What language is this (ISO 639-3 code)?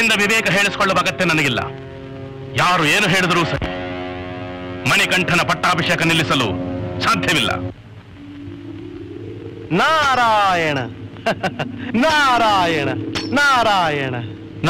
kan